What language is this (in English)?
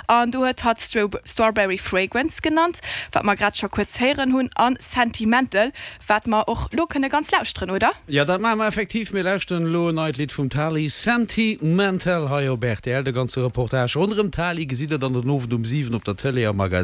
Luxembourgish